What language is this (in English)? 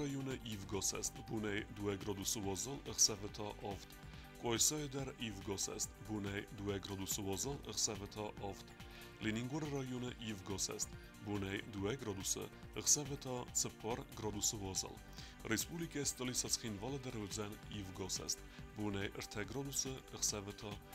Ossetic